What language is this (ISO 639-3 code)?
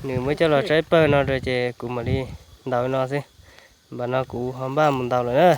hmn